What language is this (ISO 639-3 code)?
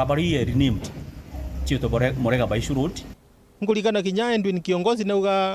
mer